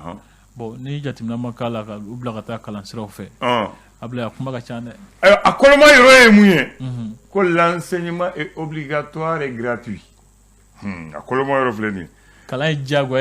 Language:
Bambara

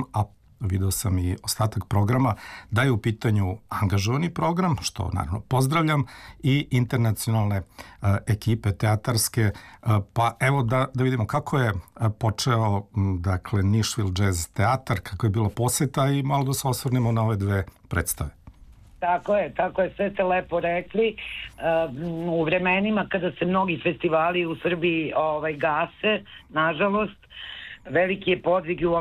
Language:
Serbian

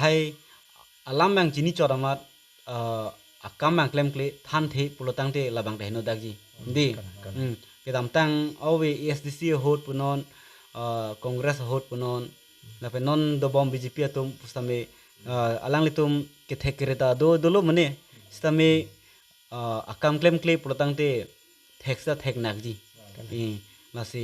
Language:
Karbi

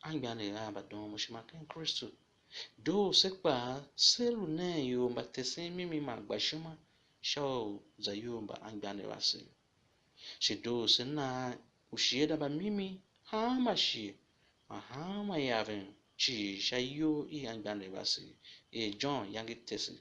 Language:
Tiv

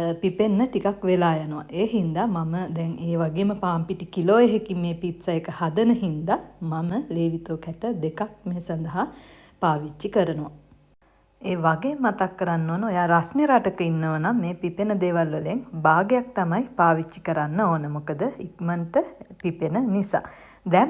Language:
Sinhala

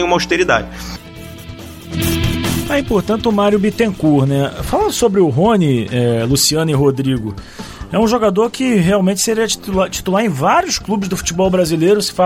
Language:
Portuguese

